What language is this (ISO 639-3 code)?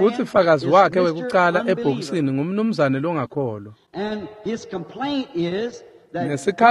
ssw